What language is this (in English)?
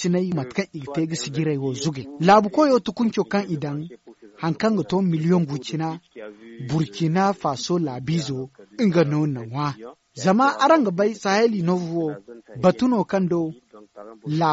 Zarma